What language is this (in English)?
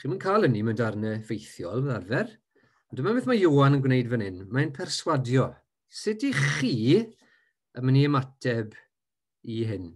Welsh